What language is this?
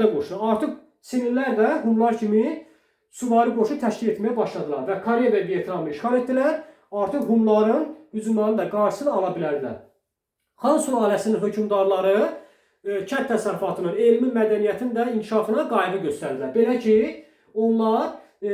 Azerbaijani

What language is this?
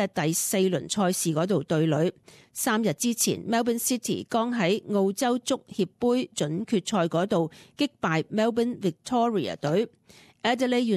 Cantonese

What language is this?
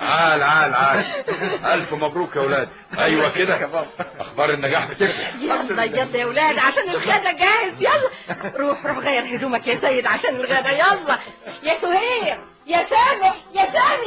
Egyptian Arabic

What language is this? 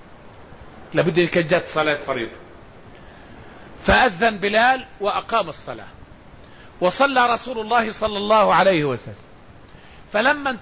Arabic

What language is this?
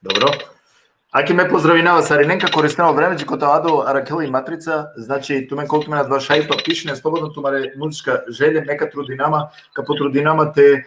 Balkan Romani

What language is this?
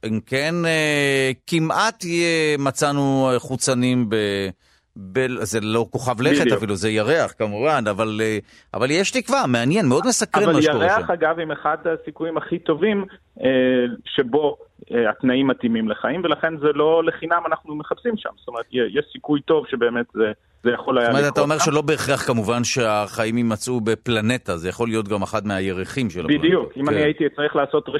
Hebrew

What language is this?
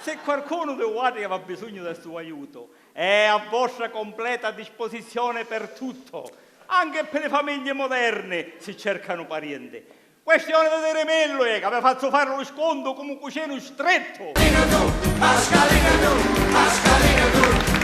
Sicilian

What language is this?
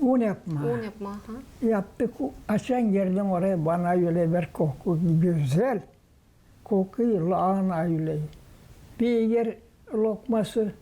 Gagauz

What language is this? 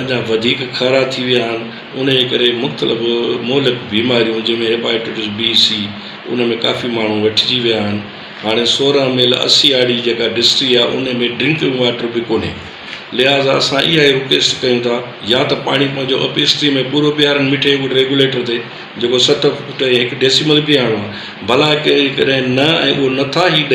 Sindhi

